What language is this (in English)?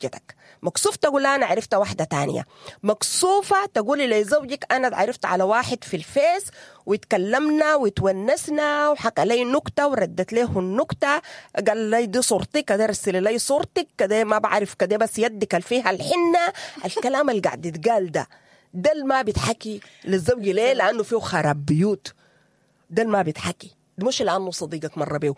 Sudanese Arabic